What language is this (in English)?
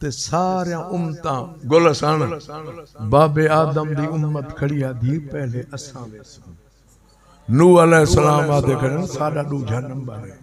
Saraiki